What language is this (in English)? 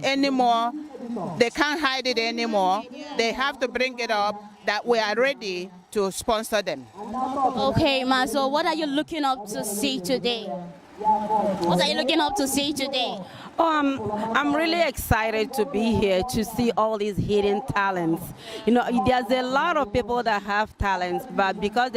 Igbo